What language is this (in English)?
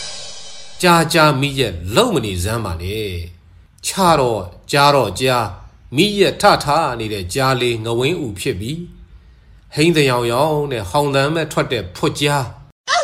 Burmese